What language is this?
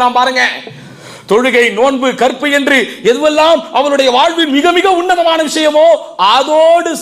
Tamil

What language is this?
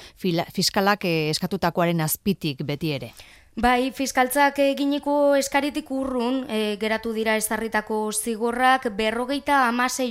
Basque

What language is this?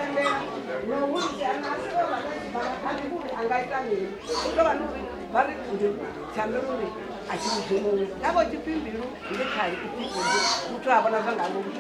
Venda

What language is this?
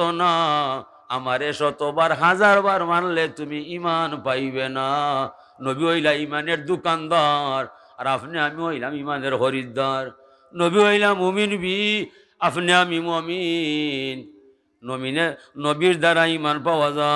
Sylheti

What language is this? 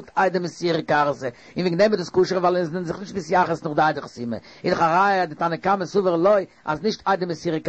Yiddish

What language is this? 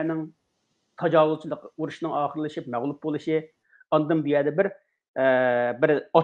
Uyghur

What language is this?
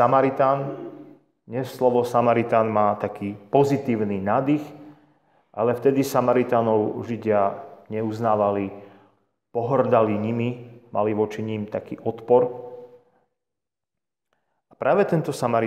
Slovak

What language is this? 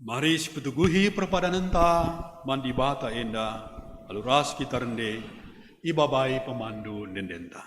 Batak Karo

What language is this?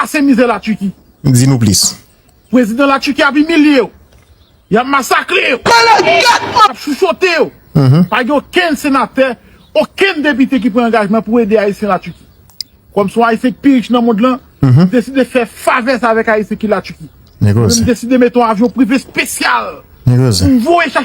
Haitian Creole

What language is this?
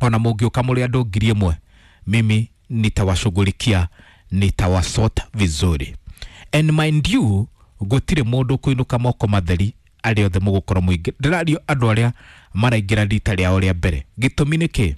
Kikuyu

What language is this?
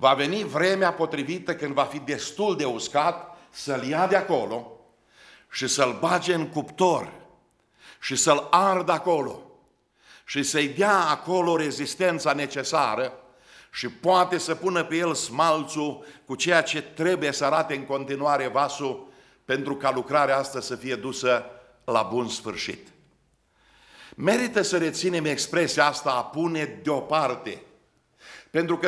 Romanian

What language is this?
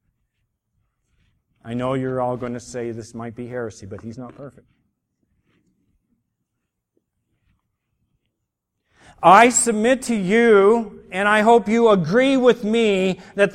English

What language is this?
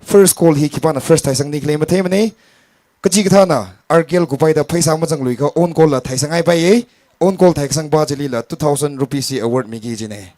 Tangkhul Naga (India)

